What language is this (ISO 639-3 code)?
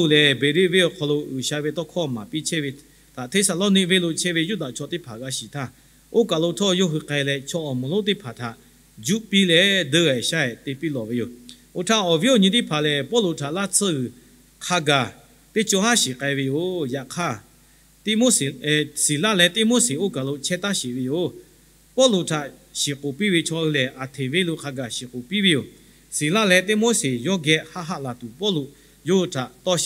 lhu